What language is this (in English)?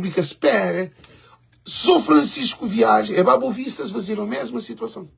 Kabuverdianu